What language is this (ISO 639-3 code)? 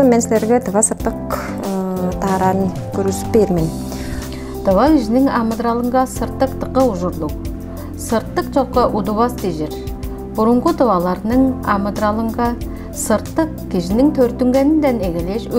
tyv